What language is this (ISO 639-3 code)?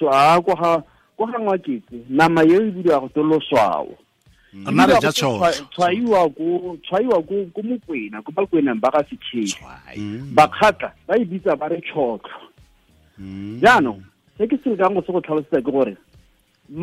tsn